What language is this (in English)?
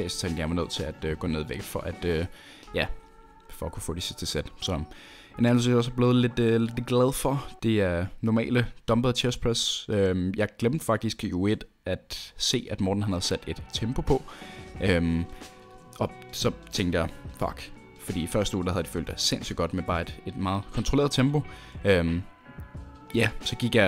Danish